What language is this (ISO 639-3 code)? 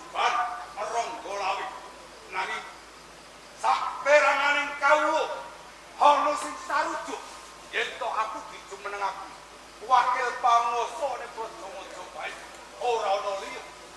jav